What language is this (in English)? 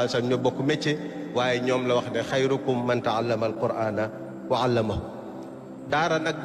Wolof